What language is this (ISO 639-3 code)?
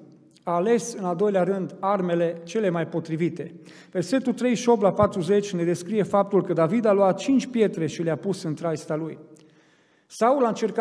ron